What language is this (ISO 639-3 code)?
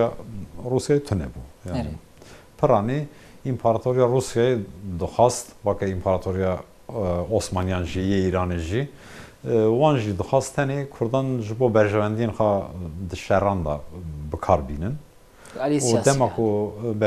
kur